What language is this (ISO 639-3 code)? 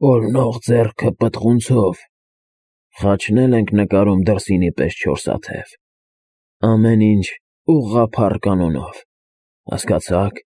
hye